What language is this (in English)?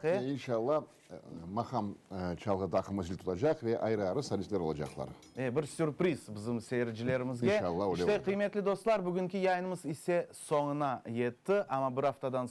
Crimean Tatar